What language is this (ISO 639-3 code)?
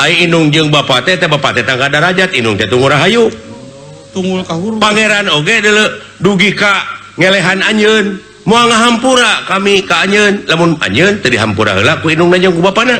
sun